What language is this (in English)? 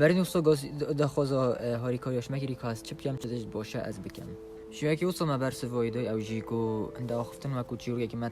Kurdish